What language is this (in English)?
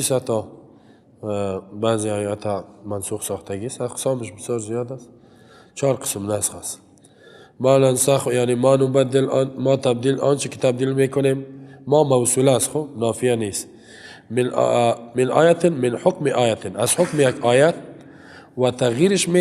Persian